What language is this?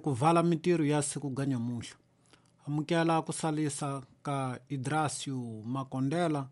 Tsonga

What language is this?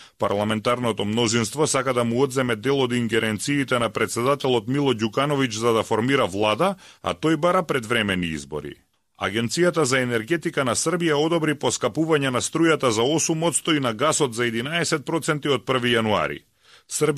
Macedonian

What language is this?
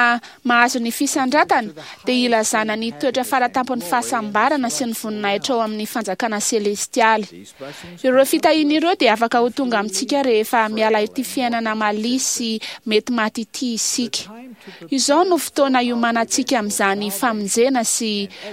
Malagasy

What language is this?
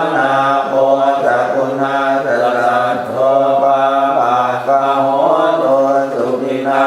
Pali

